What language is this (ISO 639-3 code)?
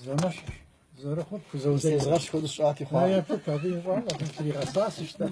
kbd